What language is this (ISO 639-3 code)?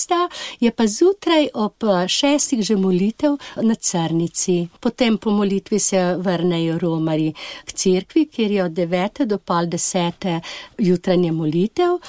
slv